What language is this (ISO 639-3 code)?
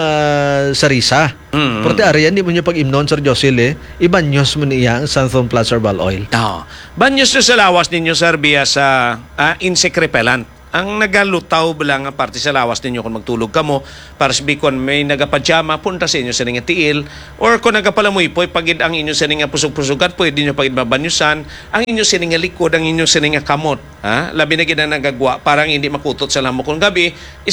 hil